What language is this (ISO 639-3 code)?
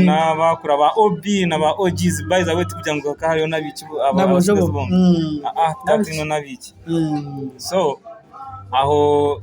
nyn